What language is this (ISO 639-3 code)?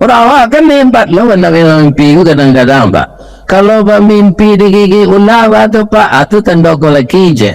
min